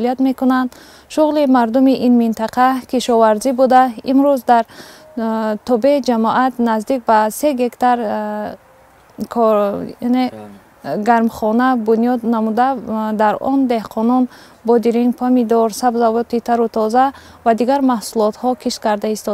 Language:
Tajik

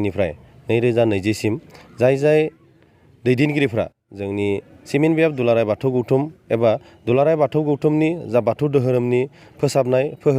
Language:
Bodo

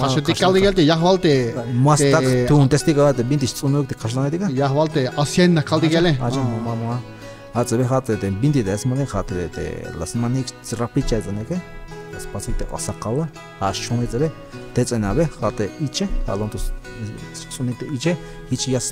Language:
Tzeltal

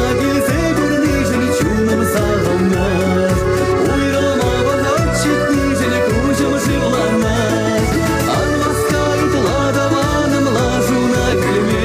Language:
Chuvash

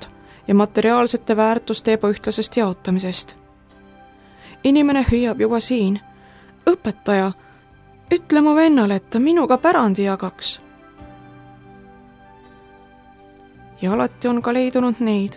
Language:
Estonian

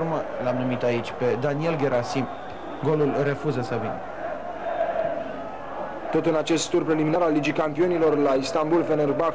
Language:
Romanian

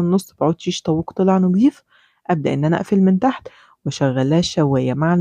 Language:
Egyptian Arabic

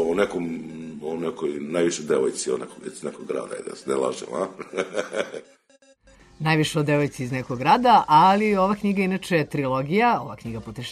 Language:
Serbian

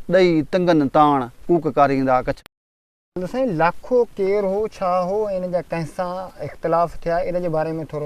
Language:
Sindhi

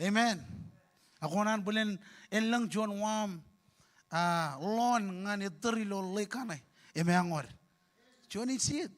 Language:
Marshallese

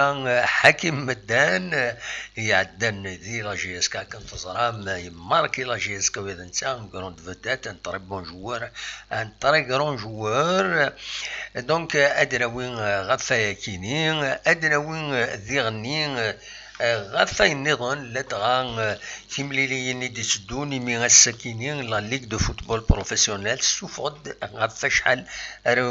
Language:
Kabyle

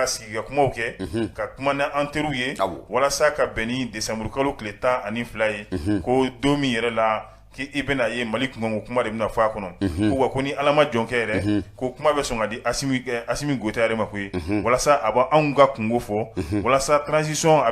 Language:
Bambara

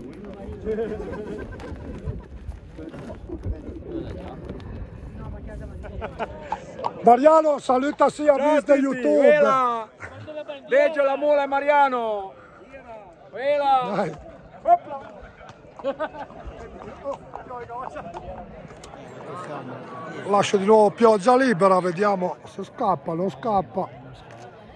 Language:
Italian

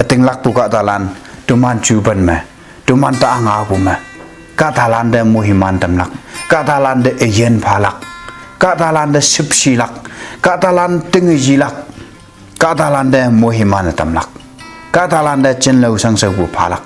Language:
Konyak Naga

